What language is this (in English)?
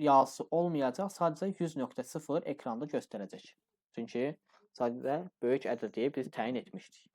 Azerbaijani